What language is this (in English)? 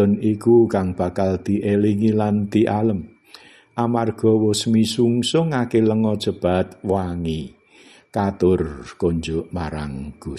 Javanese